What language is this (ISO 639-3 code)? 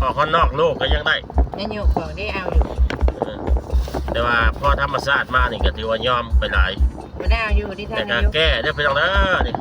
tts